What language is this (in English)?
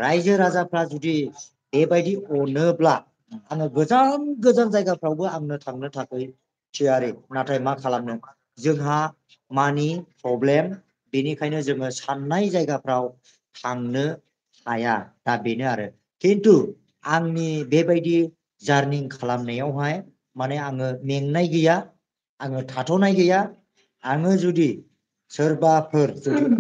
Bodo